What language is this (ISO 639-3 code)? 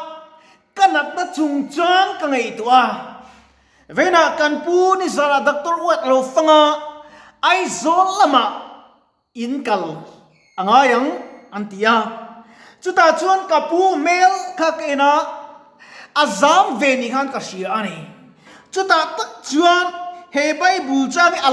lus